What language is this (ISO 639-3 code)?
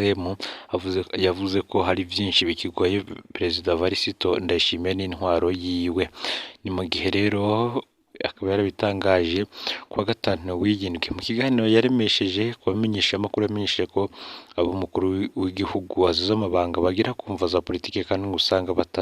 run